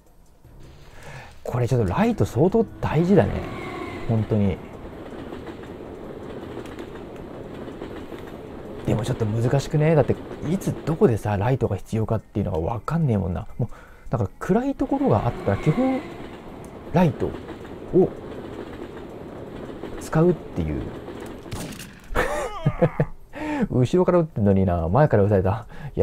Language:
Japanese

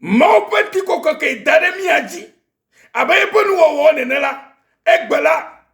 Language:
Ewe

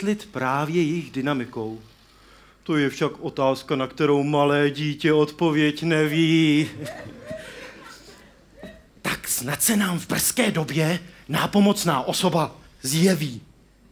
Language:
Czech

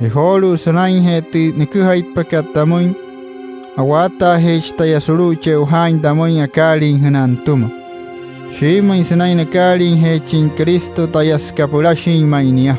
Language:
Wayuu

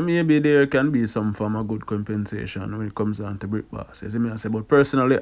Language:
Jamaican Creole English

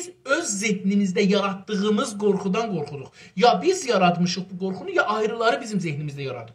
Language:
South Azerbaijani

